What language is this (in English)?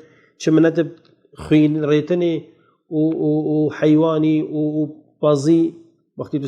Kurdish